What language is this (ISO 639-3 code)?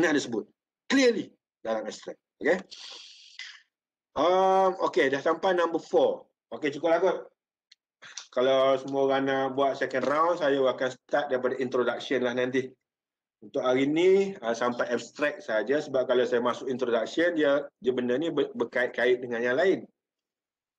msa